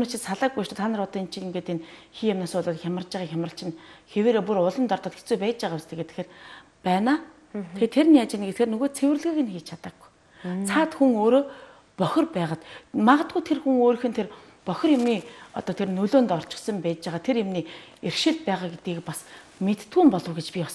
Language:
Mongolian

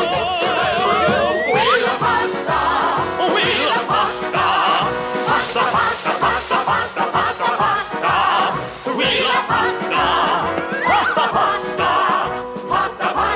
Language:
Croatian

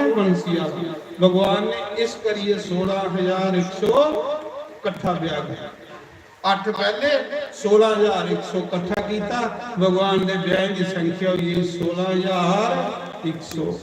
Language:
Dogri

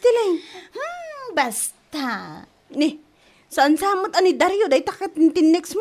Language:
Iloko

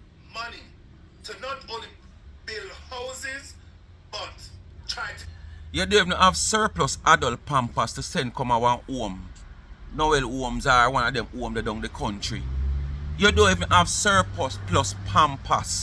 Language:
Jamaican Creole English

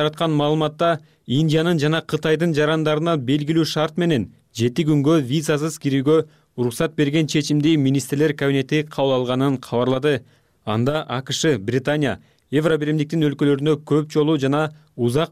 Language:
Kyrgyz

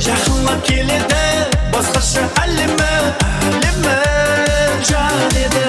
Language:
Kara-Kalpak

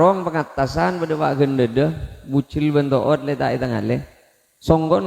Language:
Madurese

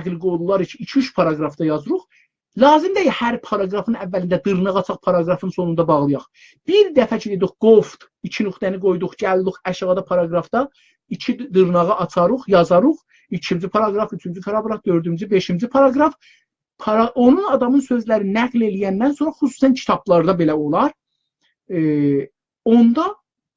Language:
South Azerbaijani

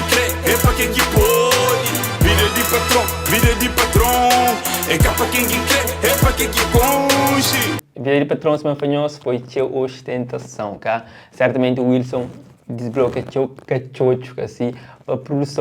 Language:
Kabuverdianu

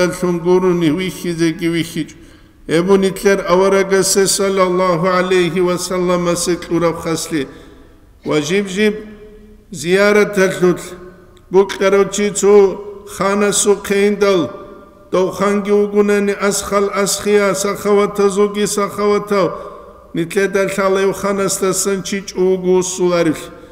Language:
Avaric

